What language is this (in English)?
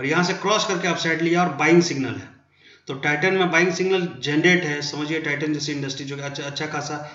Hindi